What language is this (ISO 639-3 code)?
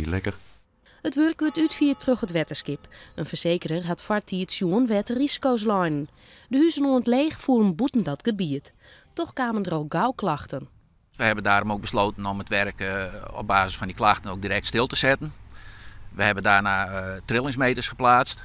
fry